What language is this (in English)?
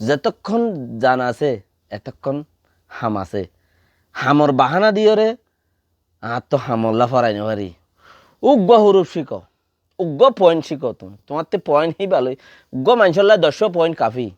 Rohingya